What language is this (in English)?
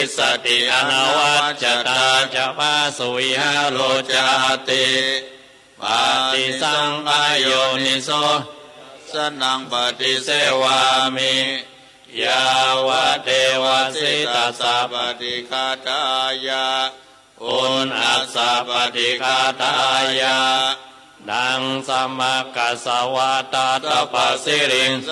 Pali